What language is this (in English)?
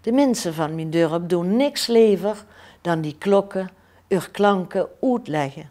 Limburgish